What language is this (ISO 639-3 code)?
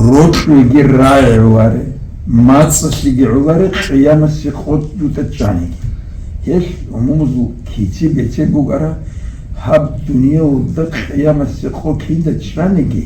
ava